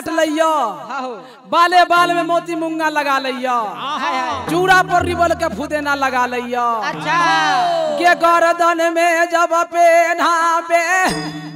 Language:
Bhojpuri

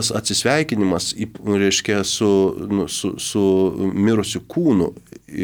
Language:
Lithuanian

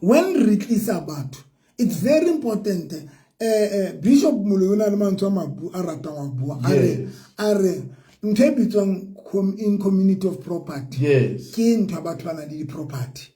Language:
Southern Sotho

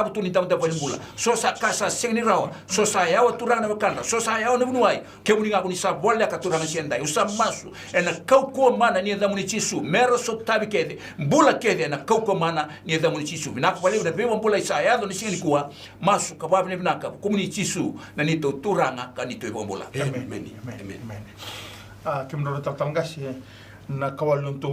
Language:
Fijian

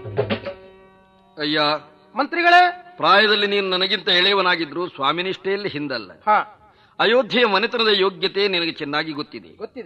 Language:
Kannada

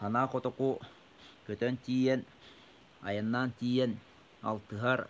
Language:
Yakut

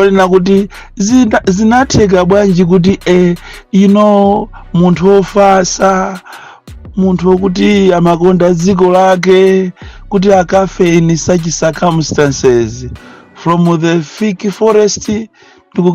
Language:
Nyanja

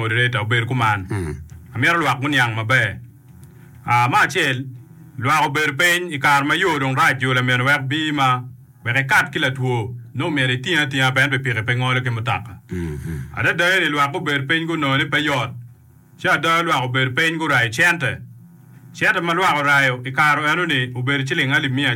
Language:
Acoli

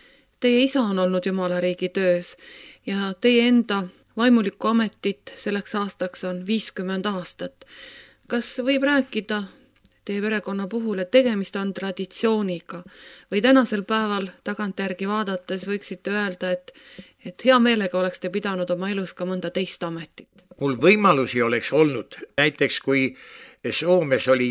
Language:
Estonian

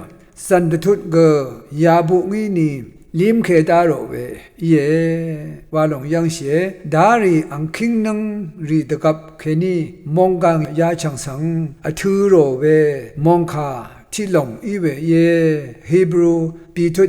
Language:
Rawang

